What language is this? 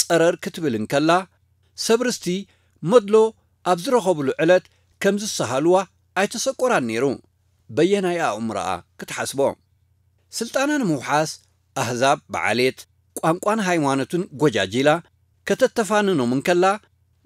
Tigrinya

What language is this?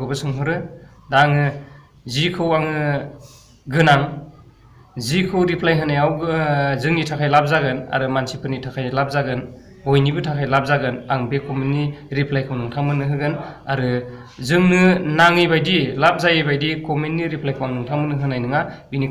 Bodo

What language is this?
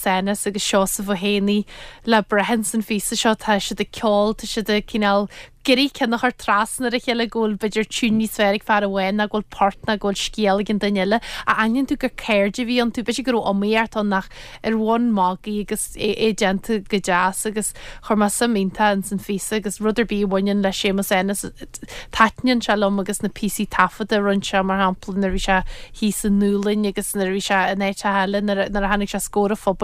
Irish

